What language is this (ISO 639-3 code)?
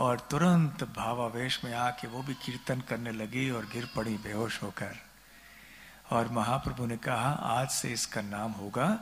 hin